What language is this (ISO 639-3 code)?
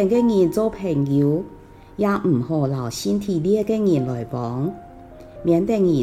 hak